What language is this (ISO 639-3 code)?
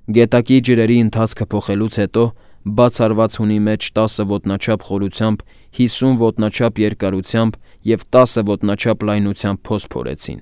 hye